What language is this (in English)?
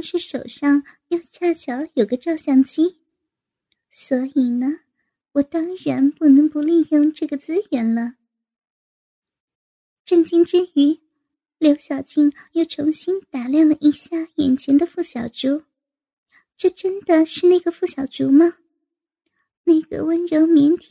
Chinese